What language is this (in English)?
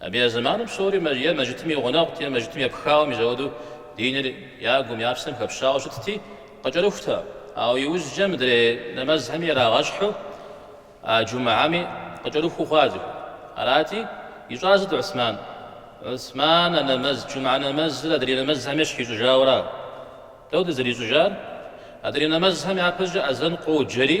Kabardian